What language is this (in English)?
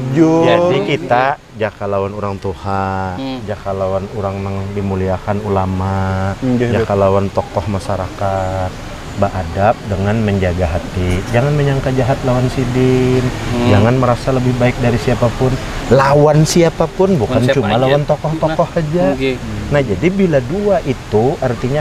Banjar